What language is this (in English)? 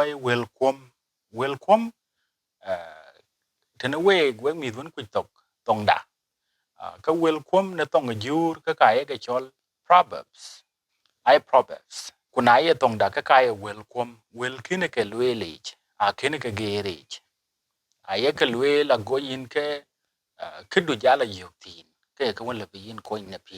Dinka